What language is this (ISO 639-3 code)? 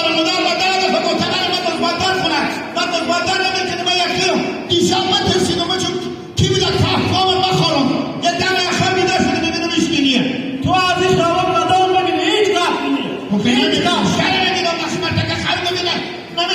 haz